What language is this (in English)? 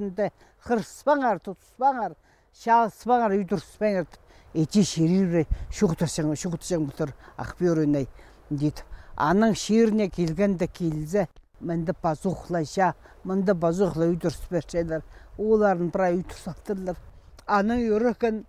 Khakas